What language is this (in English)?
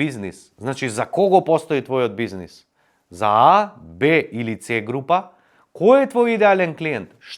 Macedonian